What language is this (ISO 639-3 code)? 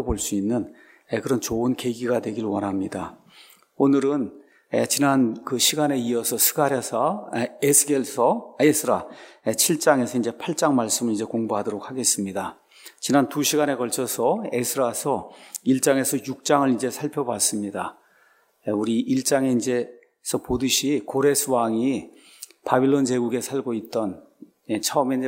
kor